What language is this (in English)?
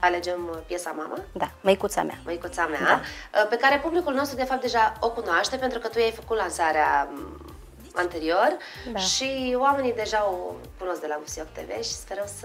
Romanian